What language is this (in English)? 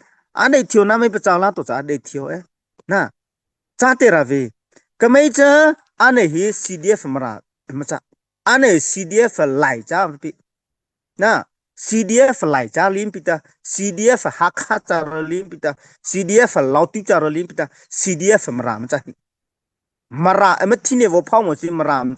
Mara Chin